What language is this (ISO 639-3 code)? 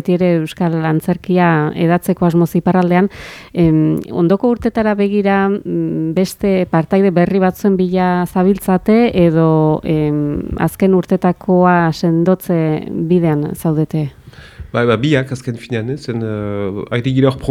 eus